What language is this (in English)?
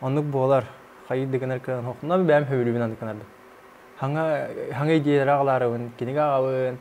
Yakut